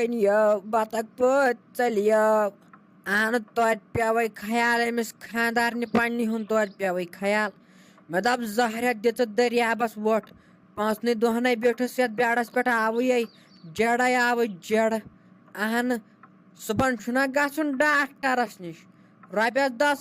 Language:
Kashmiri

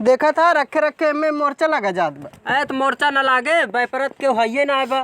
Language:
Awadhi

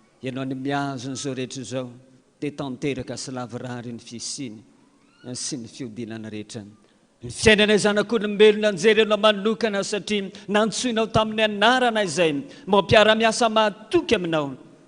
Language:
Malagasy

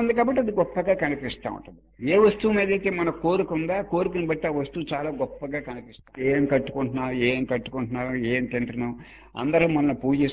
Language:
Telugu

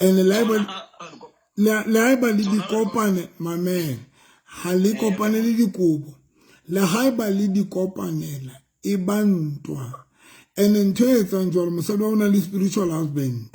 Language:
Southern Sotho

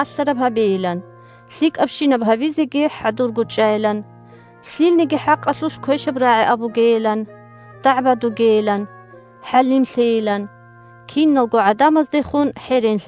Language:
Avaric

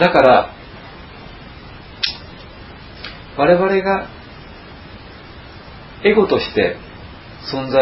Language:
Japanese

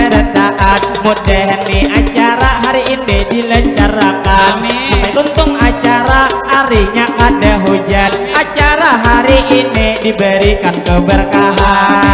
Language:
Banjar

